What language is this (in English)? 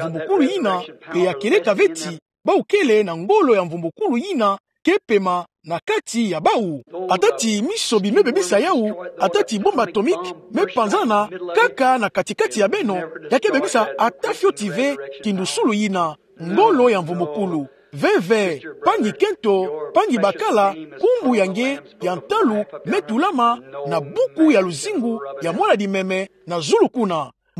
Kituba (Democratic Republic of Congo)